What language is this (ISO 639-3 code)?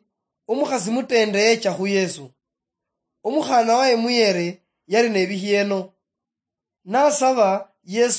luy